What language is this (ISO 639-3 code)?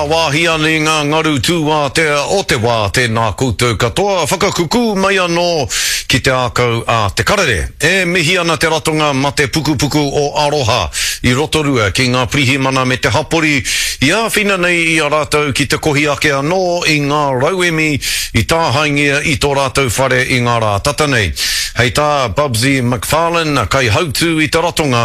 mri